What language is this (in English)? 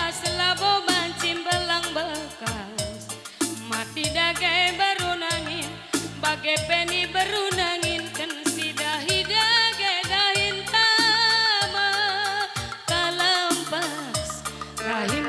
Batak Karo